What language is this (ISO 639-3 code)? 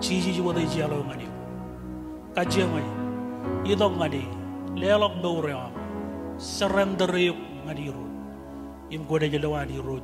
mah